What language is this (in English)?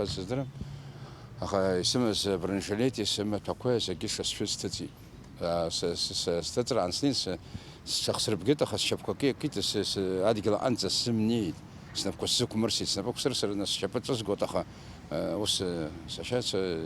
Abkhazian